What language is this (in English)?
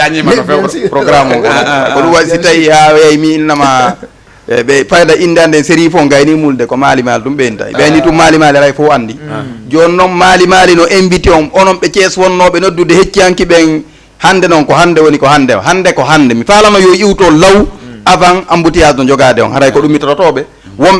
Fula